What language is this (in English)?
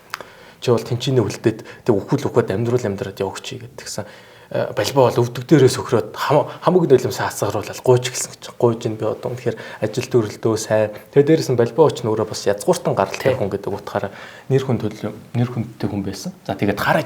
Mongolian